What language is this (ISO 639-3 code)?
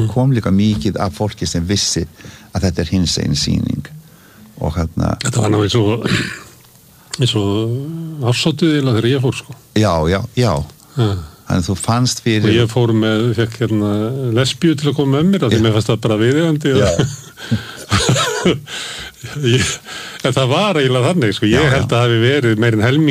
isl